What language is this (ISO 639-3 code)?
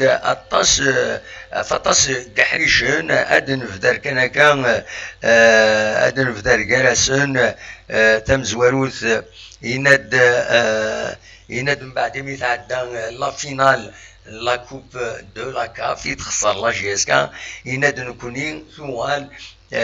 kab